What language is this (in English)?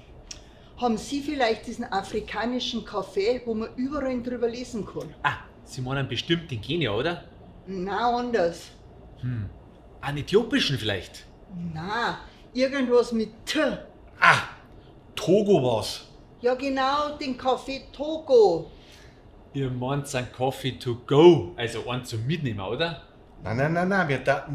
Bavarian